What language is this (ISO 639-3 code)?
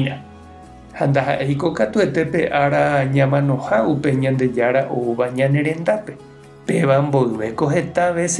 grn